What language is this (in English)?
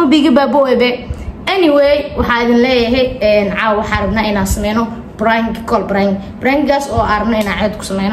Somali